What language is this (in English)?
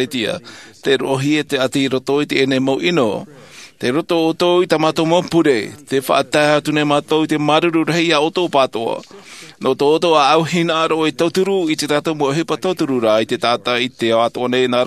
Tahitian